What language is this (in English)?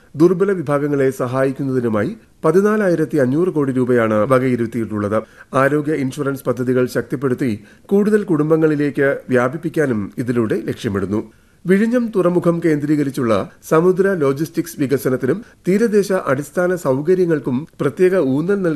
Malayalam